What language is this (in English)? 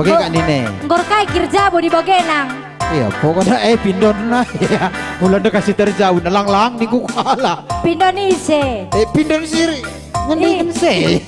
Batak Karo